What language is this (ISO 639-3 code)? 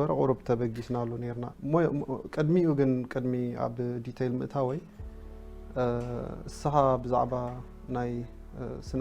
tir